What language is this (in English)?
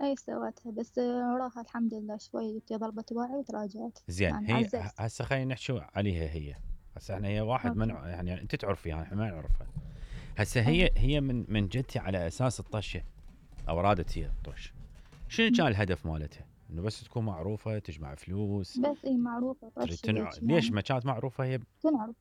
Mesopotamian Arabic